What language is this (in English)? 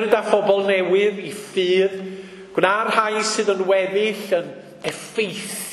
Welsh